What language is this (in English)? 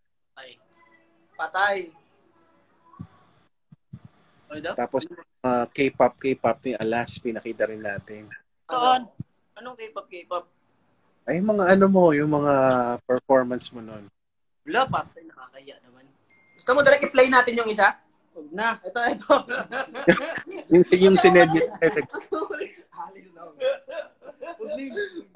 Filipino